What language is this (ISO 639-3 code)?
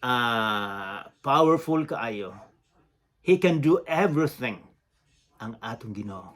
ceb